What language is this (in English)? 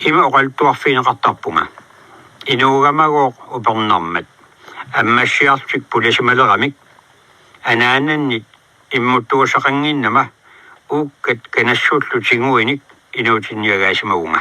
Kalaallisut